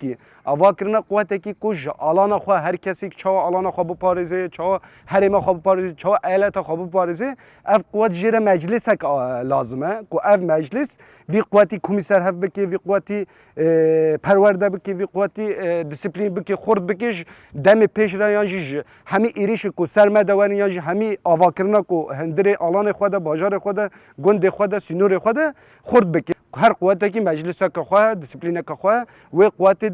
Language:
Kurdish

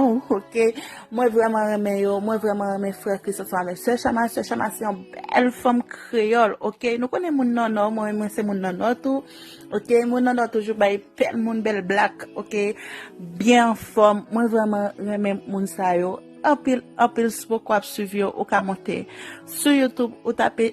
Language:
Haitian Creole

